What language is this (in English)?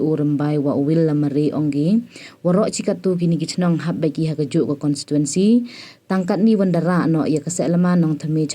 Pnar